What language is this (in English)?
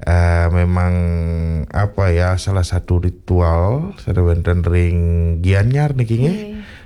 Balinese